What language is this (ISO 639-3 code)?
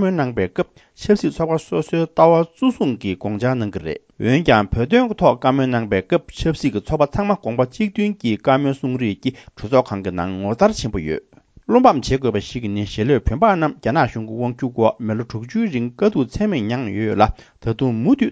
bod